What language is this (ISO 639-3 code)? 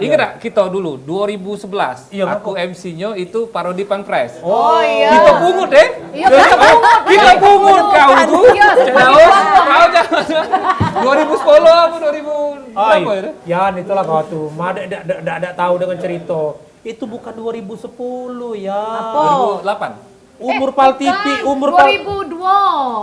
mui